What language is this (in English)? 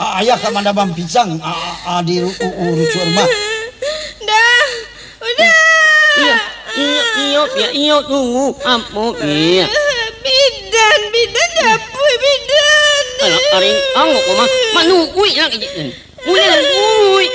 Minangkabau